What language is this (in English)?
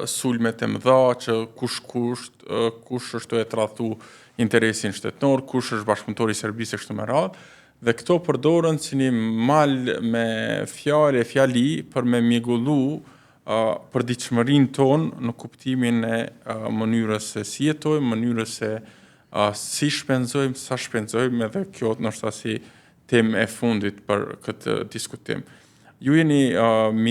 Albanian